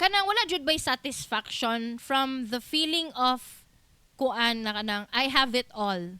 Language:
Cebuano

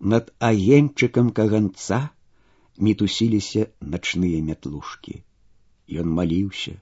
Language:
Belarusian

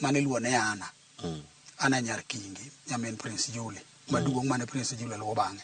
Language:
Luo (Kenya and Tanzania)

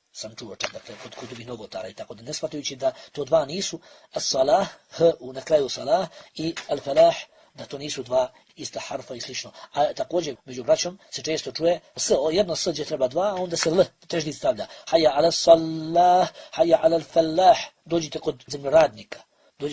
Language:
Bosnian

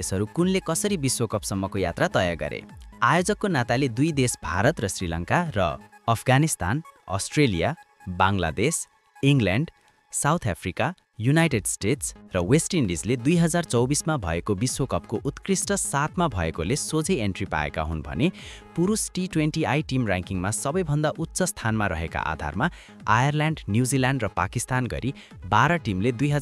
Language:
Nepali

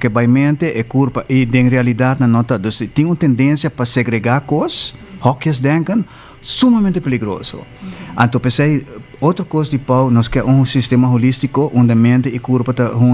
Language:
Papiamento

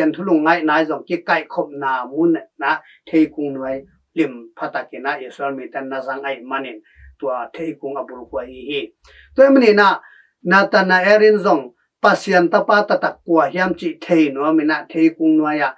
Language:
Tedim Chin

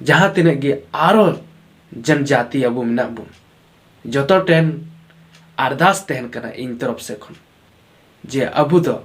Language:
Santali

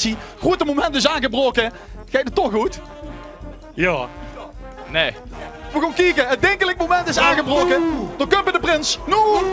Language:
Limburgish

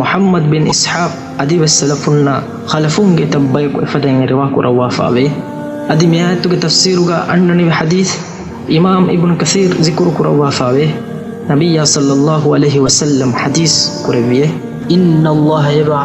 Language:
Divehi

